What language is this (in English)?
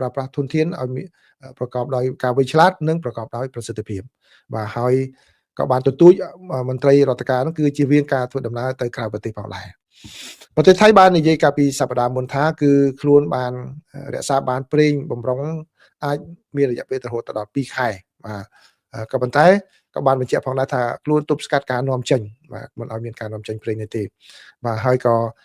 Khmer